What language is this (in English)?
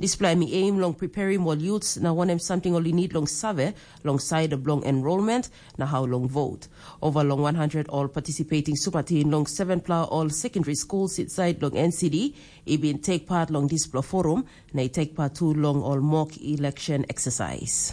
Tok Pisin